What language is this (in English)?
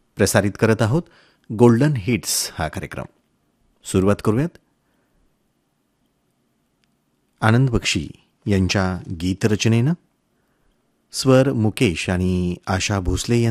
Marathi